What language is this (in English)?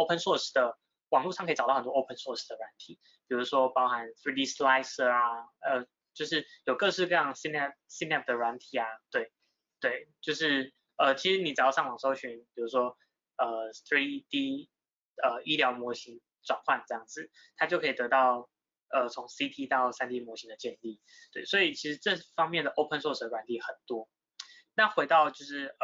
Chinese